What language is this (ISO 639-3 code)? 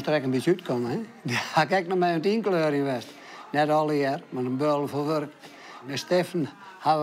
fry